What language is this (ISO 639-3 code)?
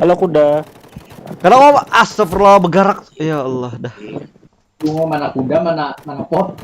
bjn